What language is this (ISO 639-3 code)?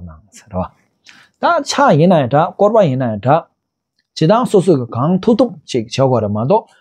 bod